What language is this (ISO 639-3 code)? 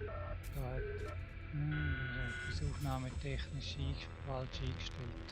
gsw